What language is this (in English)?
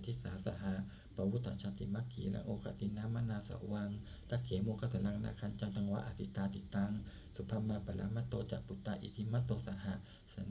Pali